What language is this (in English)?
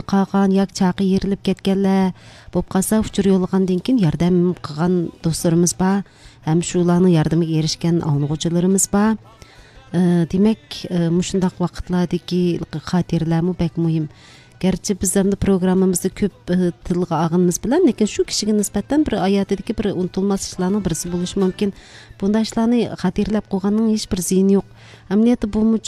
Uyghur